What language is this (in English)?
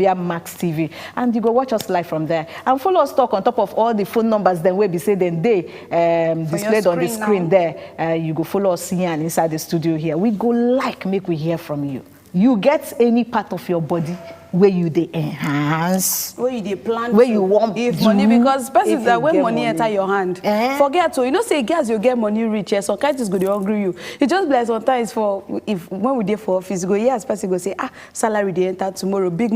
Nigerian Pidgin